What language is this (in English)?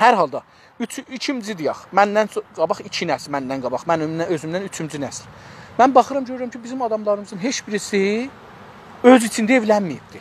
South Azerbaijani